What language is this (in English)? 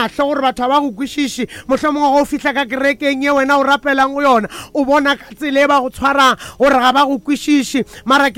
Northern Sotho